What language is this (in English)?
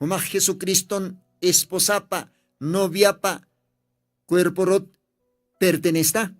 Aymara